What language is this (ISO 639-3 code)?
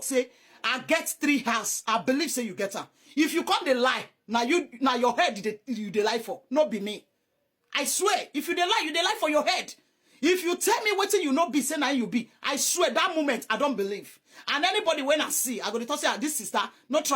pcm